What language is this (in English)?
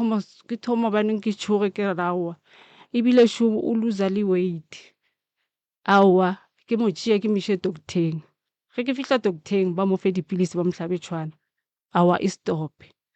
Northern Sotho